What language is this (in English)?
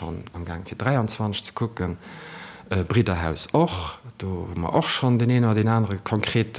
Luxembourgish